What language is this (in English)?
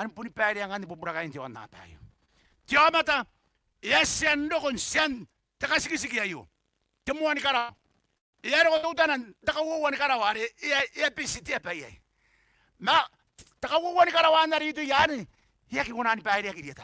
Gilbertese